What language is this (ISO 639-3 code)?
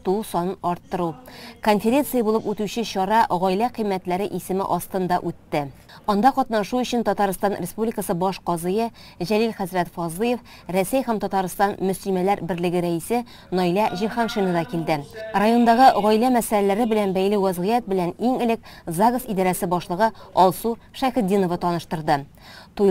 tat